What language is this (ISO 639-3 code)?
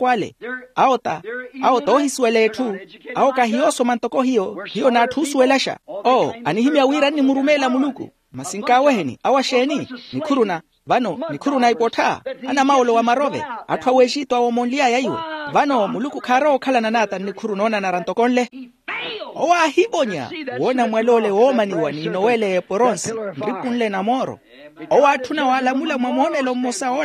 vmw